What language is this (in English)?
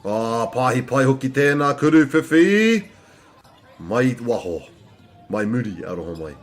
Māori